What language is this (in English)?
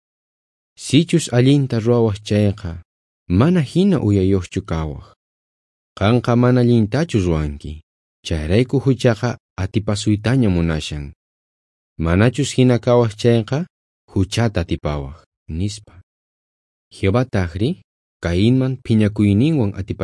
South Bolivian Quechua